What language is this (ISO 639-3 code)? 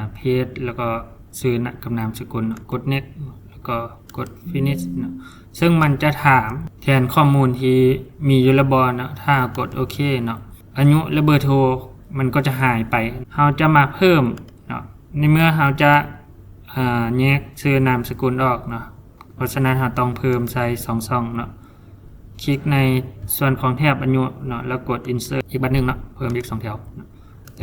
lao